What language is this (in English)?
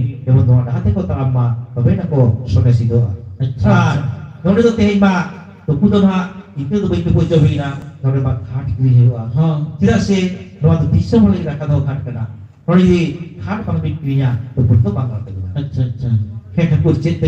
Santali